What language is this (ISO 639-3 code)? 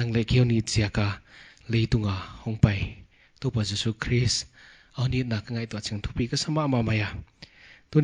pck